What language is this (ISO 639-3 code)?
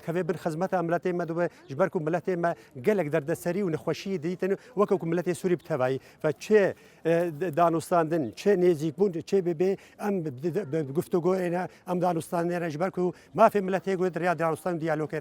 kur